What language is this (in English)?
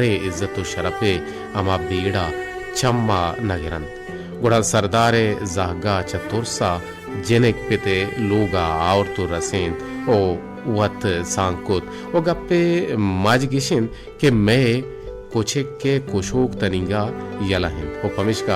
Baluchi